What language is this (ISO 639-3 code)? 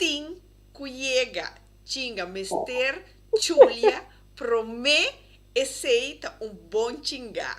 pap